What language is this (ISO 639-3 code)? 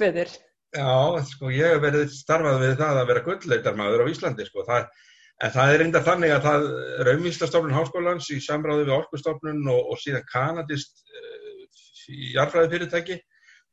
isl